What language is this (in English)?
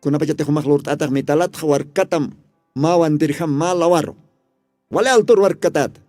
Aymara